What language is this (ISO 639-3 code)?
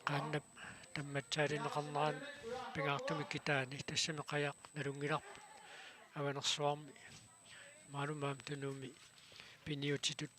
kal